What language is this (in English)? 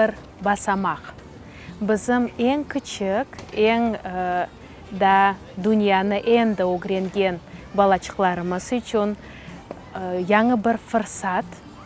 Crimean Tatar